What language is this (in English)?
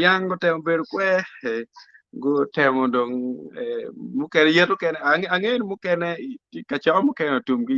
Acoli